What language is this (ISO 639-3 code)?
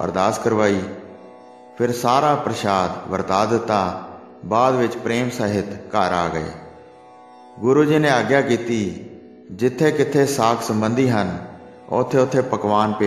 pan